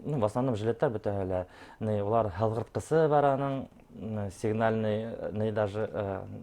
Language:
Bashkir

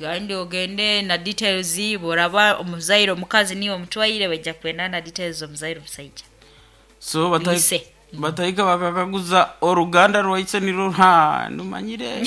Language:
Nyankole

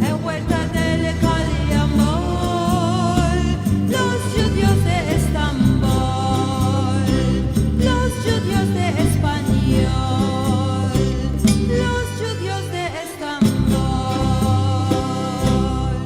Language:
Ladino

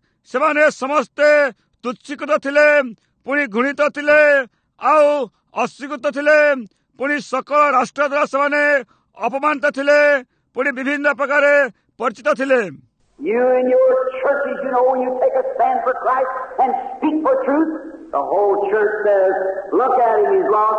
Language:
Odia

